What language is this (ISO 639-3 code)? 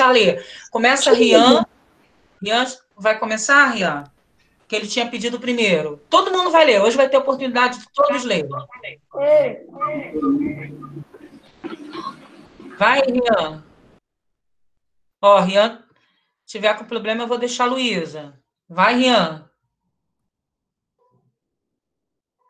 por